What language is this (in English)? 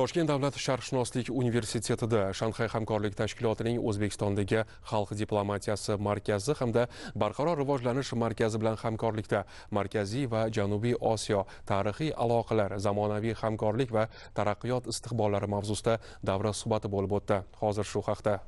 Uzbek